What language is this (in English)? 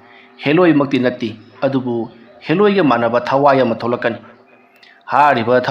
Manipuri